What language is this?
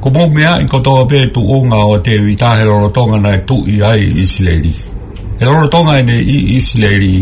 Tongan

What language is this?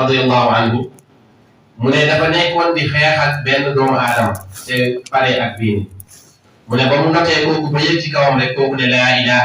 Wolof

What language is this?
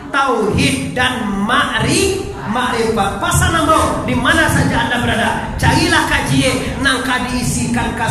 Minangkabau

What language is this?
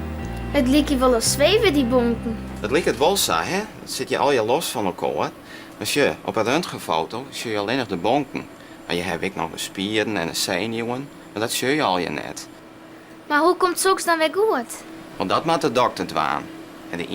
Western Frisian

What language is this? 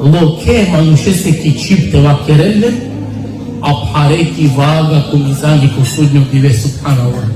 Balkan Romani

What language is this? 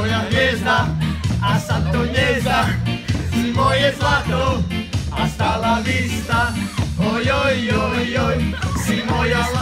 Slovak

